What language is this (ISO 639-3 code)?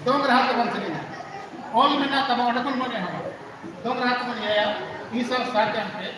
sat